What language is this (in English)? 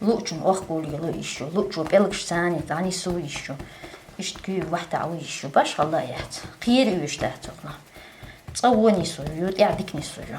Chechen